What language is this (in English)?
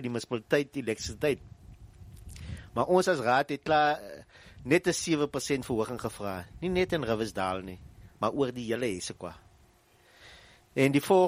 Afrikaans